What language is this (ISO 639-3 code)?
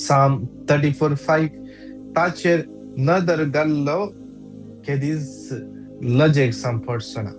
kok